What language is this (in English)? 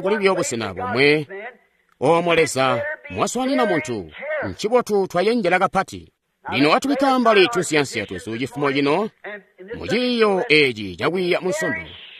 Tonga (Zambia)